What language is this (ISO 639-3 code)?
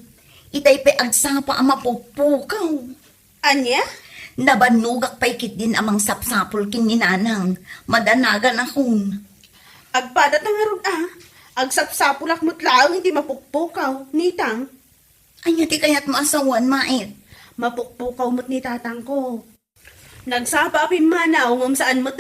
ilo